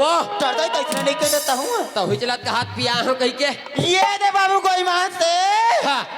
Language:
Chhattisgarhi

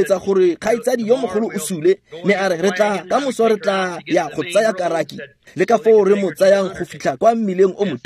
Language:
Tswana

